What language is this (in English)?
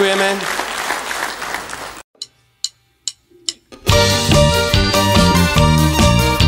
Slovak